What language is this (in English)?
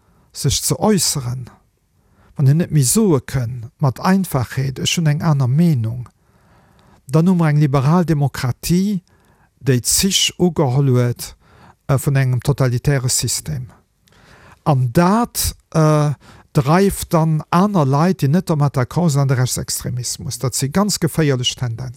Luxembourgish